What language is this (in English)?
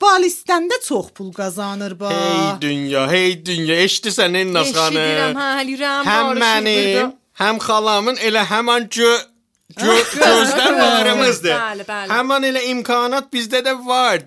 Azerbaijani